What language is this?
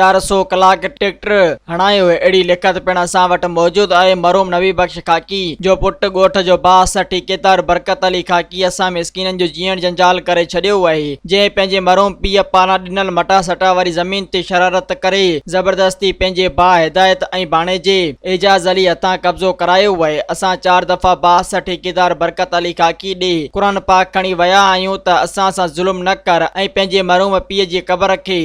Sindhi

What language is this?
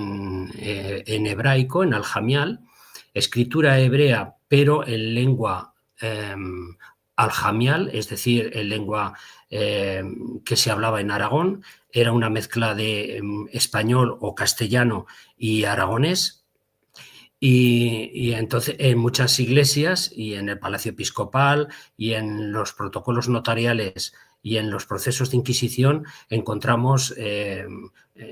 Ladino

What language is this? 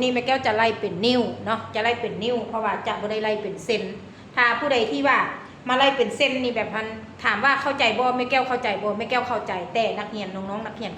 Lao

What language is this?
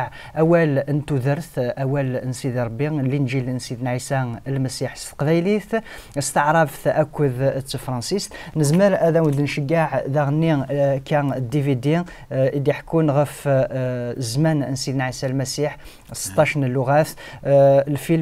Kabyle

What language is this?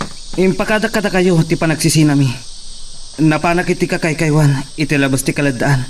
Iloko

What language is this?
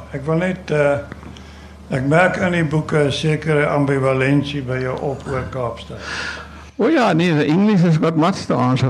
Afrikaans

